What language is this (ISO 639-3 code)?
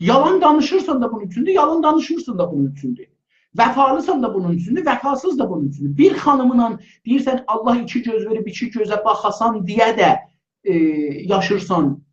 azb